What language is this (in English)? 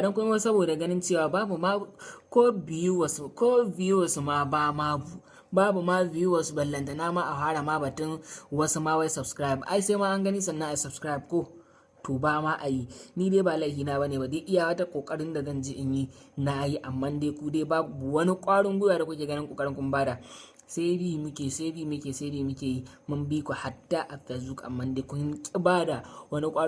Hausa